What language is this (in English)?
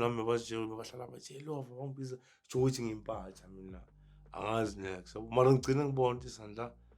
Zulu